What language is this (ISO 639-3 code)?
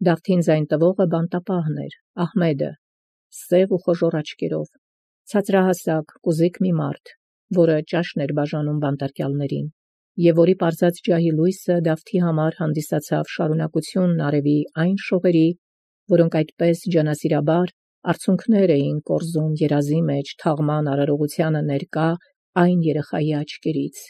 hye